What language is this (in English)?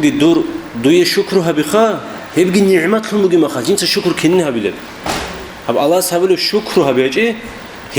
Avaric